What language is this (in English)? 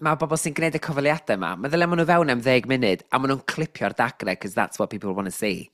Welsh